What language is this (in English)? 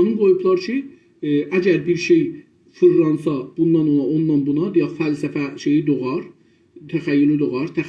South Azerbaijani